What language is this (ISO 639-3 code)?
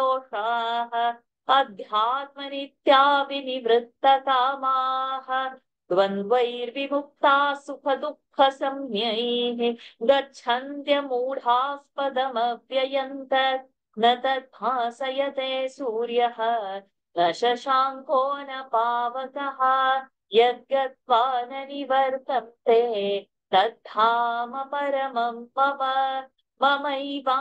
san